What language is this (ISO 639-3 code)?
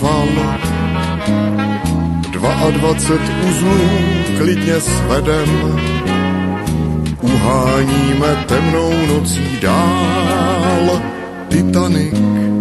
ces